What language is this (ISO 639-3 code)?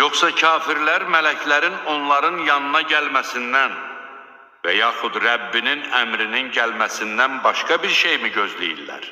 aze